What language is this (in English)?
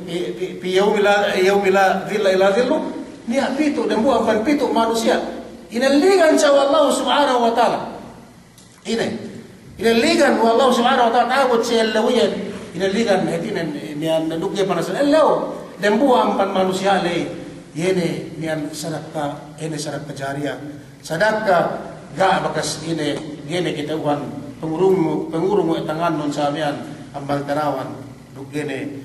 Yakan